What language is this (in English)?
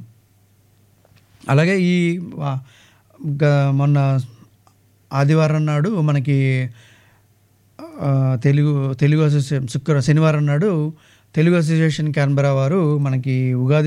Telugu